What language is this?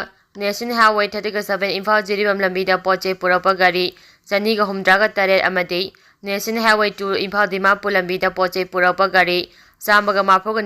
Manipuri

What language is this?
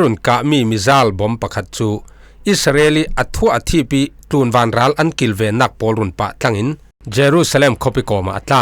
Falam Chin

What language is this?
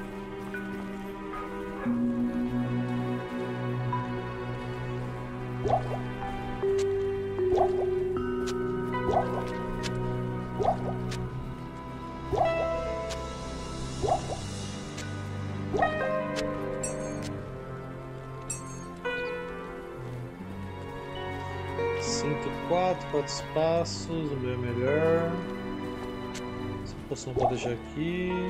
Portuguese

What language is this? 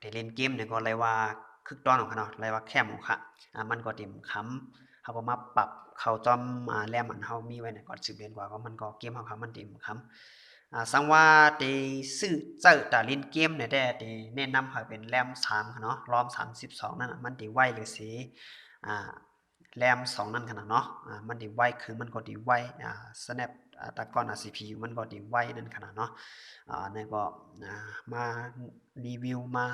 Shan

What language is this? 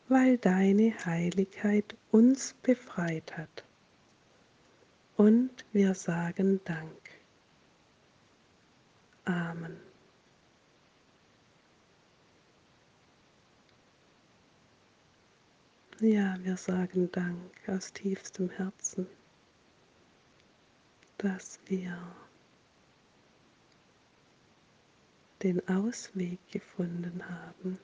German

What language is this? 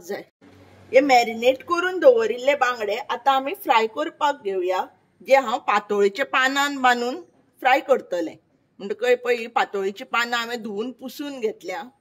Konkani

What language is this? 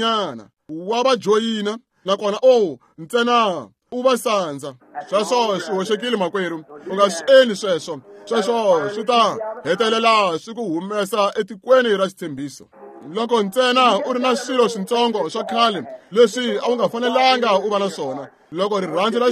Tsonga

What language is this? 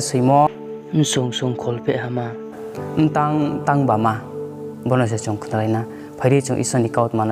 Riang (India)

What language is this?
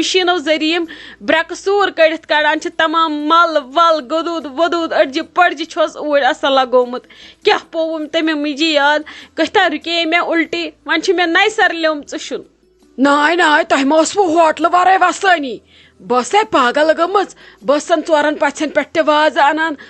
Kashmiri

